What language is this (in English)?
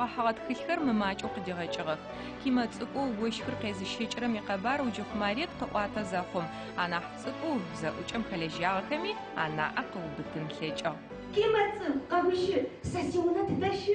Adyghe